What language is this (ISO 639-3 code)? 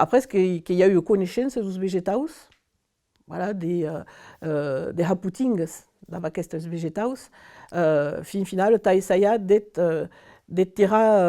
oci